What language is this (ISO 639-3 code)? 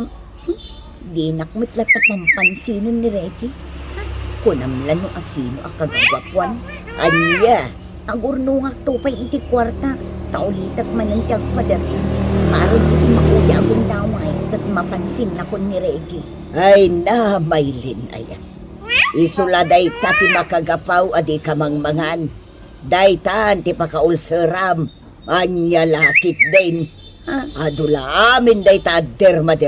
ilo